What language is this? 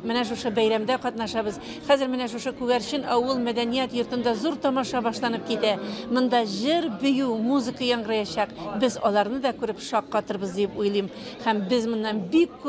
Bashkir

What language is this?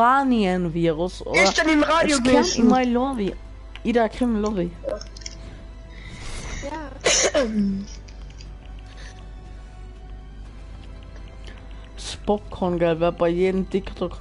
German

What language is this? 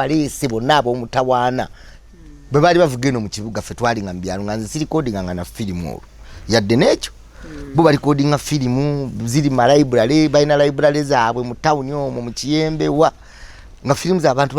Ganda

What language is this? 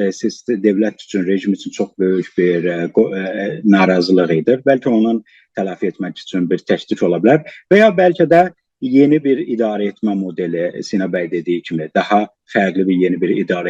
South Azerbaijani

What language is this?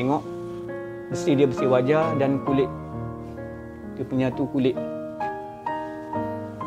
Malay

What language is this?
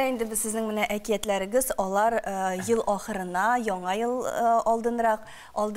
Tatar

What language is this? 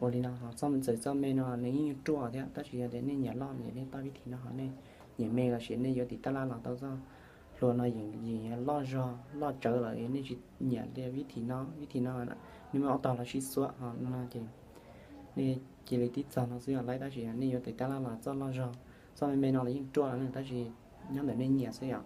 Hmong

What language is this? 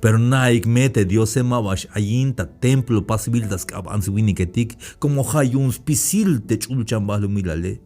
Tzeltal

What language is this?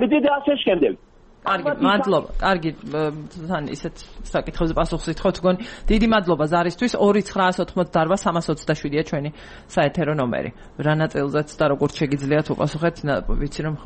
Georgian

